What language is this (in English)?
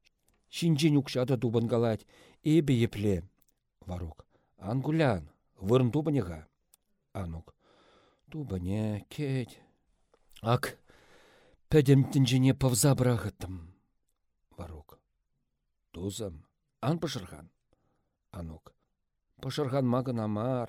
Chuvash